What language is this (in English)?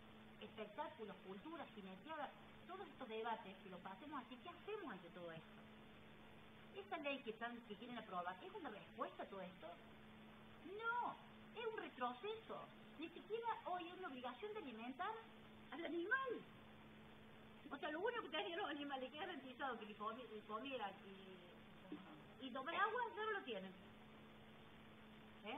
Spanish